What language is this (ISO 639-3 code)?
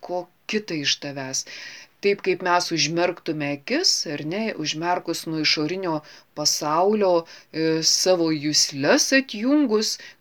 lit